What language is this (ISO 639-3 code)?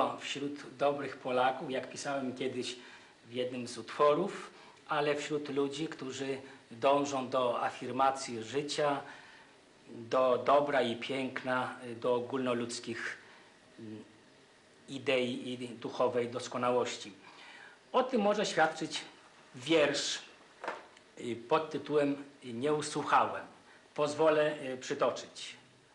pol